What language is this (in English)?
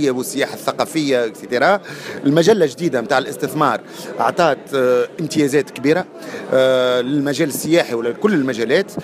Tunisian Arabic